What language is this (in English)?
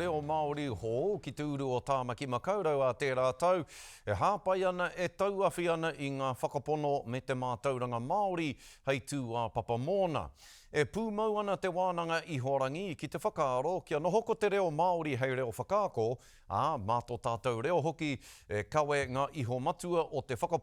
Māori